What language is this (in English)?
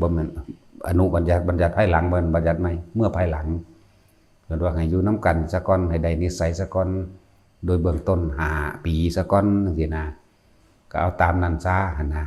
Lao